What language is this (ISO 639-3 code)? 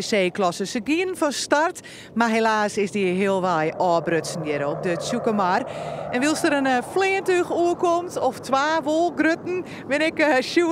fry